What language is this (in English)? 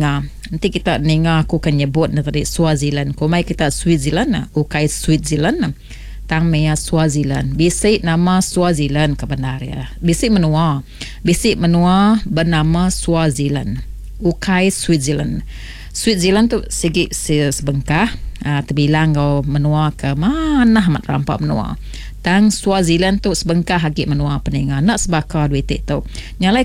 Iban